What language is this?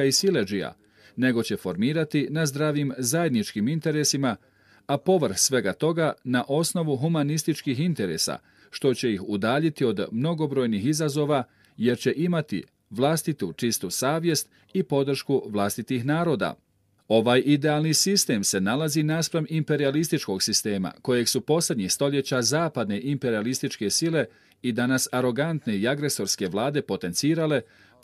Bosnian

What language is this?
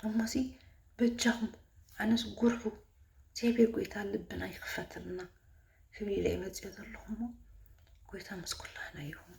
Tigrinya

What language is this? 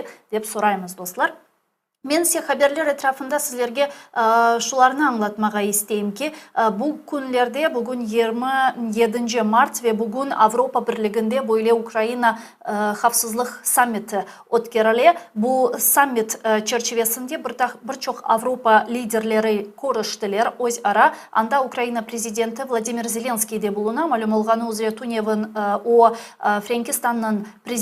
Crimean Tatar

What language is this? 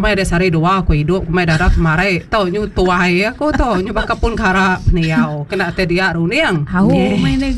Iban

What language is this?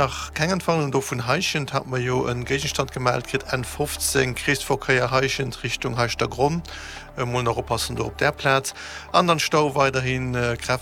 Luxembourgish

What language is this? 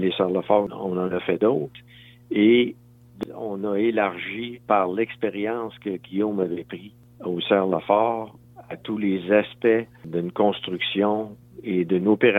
French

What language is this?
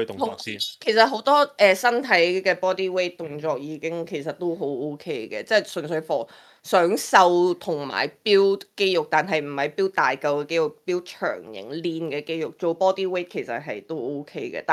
Cantonese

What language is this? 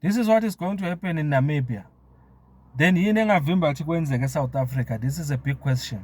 Zulu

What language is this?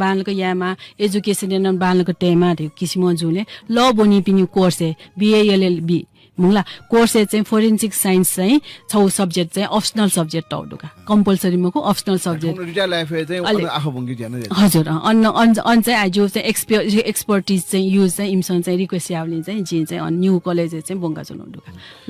Newari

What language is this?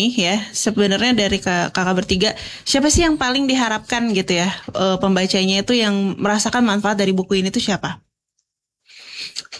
Indonesian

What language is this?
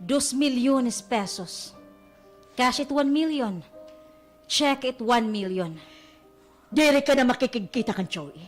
Waray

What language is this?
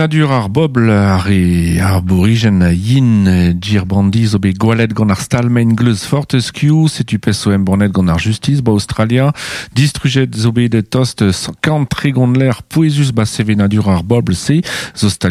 Breton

